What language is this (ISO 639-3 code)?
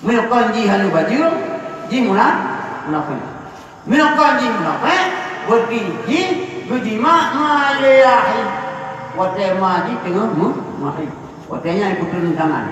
ace